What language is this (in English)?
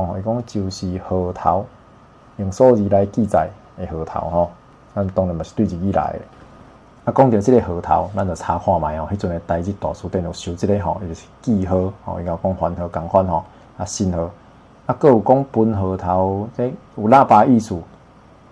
Min Nan Chinese